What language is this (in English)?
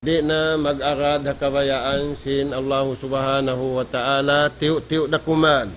Tausug